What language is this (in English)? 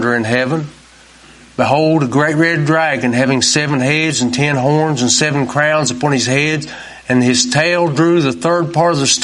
English